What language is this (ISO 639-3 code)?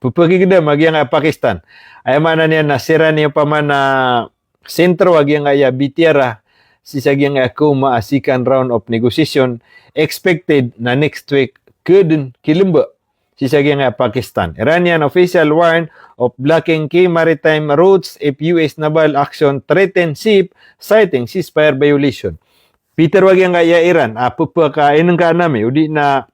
mrw